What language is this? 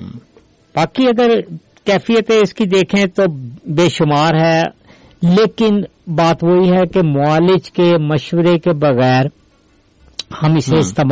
Urdu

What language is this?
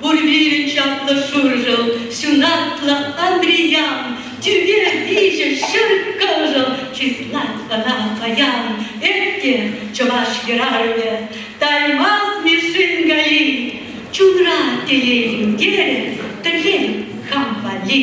Chuvash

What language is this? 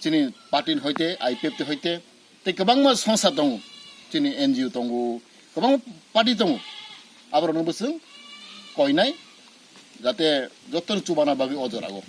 Kok Borok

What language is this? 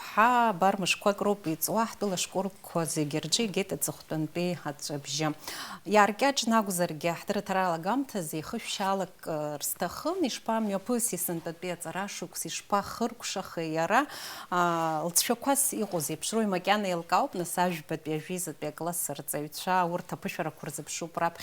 Abkhazian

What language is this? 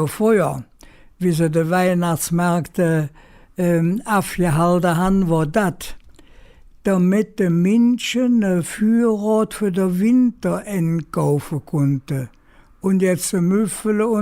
Colognian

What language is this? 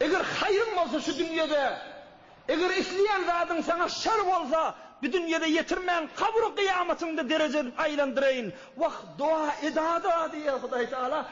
Turkmen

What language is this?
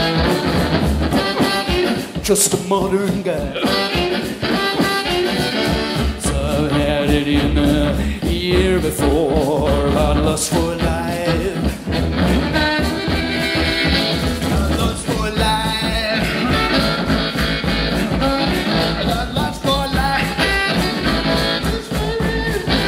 Basque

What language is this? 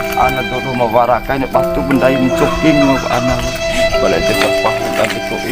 Bima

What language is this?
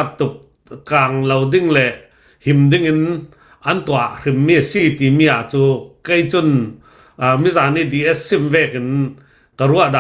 Hakha Chin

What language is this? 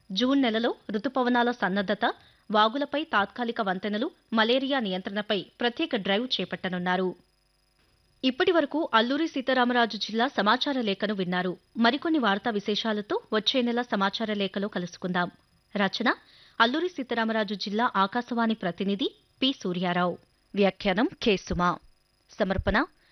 Telugu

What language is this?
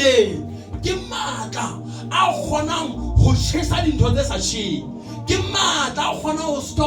Southern Sotho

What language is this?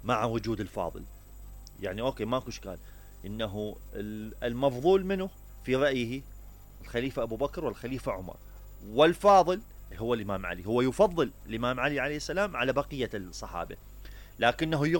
Mesopotamian Arabic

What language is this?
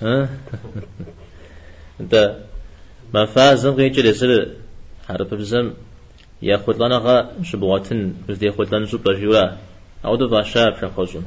Kabardian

